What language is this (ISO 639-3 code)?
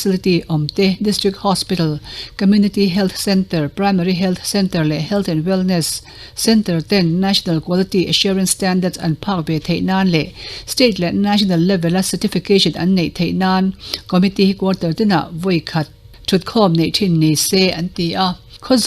lus